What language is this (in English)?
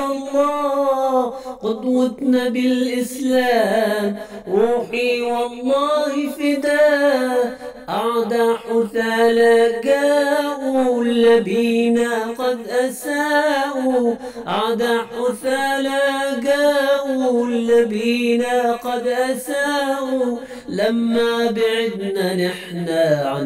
Arabic